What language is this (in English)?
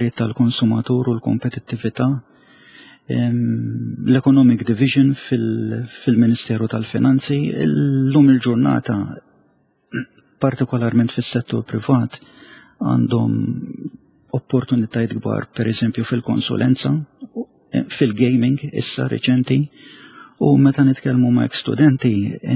Maltese